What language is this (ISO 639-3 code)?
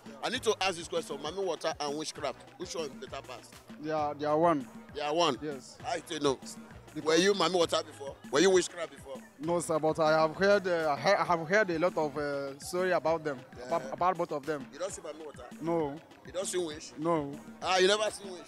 pcm